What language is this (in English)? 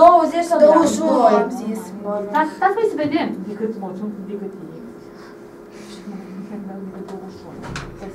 Romanian